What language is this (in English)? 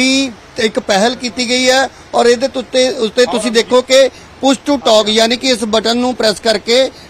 Punjabi